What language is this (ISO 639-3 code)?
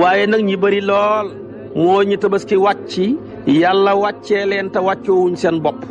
wol